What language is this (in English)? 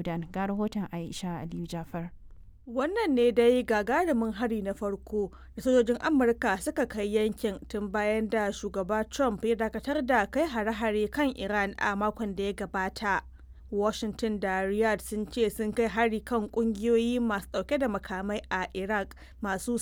Hausa